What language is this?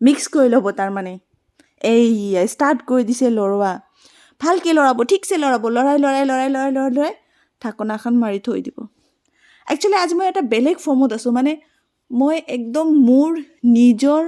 Assamese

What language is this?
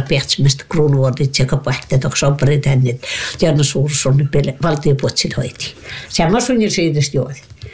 Finnish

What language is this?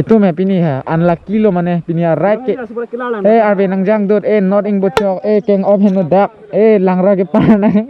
Karbi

